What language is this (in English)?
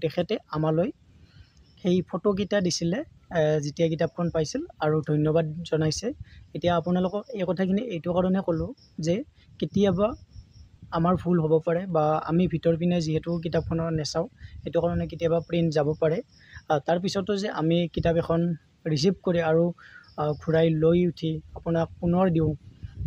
Assamese